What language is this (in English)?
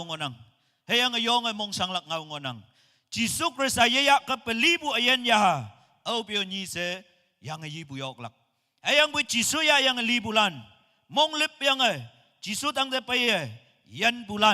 Konyak Naga